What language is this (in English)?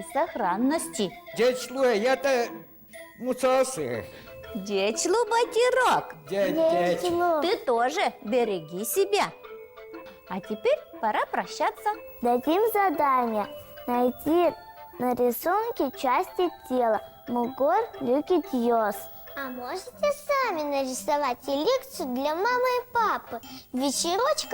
Udmurt